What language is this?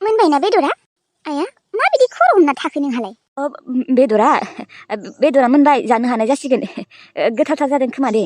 Bodo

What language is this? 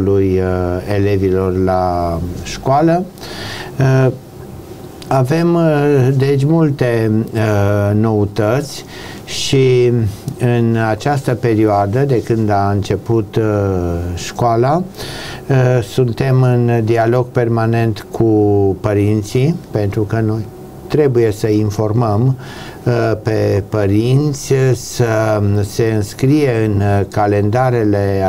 Romanian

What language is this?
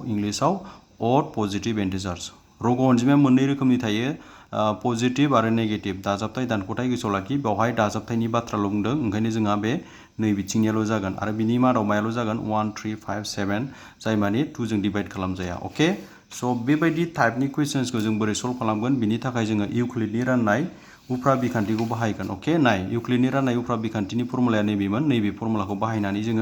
Bodo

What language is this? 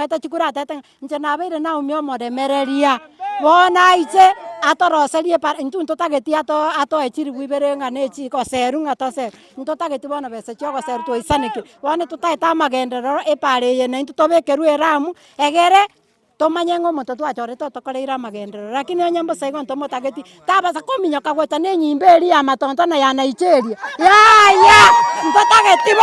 Gusii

